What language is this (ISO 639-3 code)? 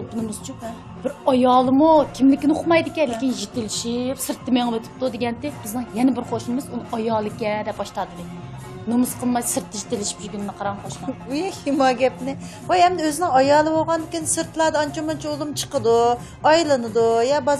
uig